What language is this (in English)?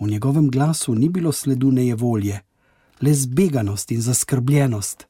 Slovenian